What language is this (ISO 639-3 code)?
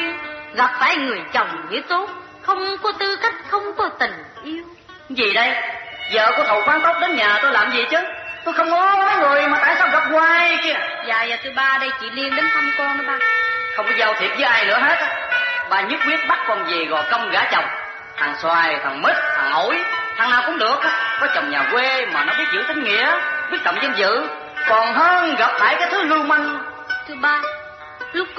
vie